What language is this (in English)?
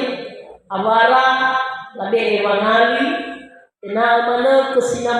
Nias